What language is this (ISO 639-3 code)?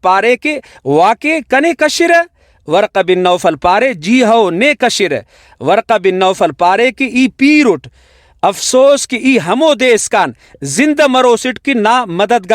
brh